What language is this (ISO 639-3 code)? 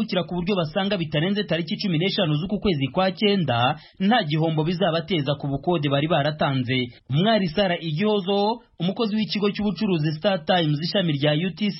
kin